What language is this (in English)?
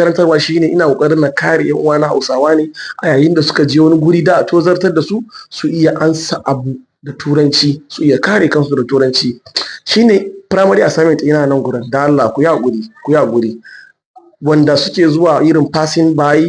Hausa